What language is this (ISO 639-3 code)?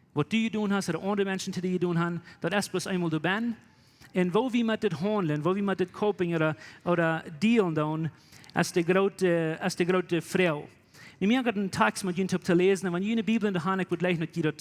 pdt